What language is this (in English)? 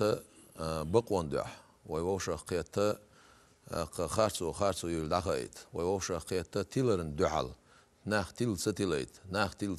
Chechen